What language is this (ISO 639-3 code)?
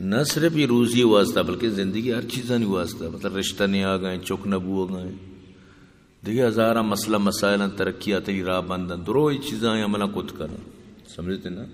bgp